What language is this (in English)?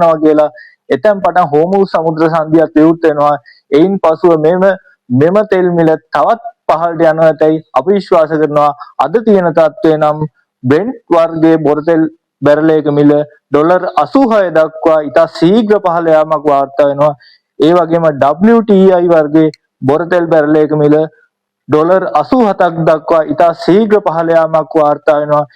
Sinhala